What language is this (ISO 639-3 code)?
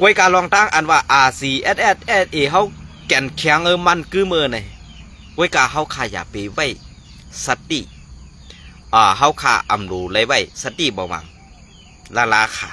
shn